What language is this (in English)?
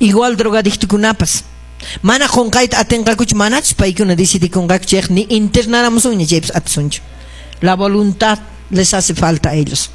Quechua